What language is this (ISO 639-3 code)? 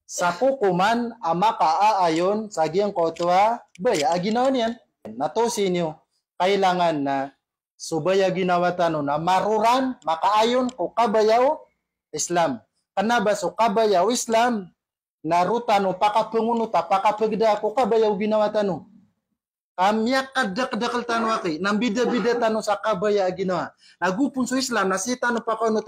mrw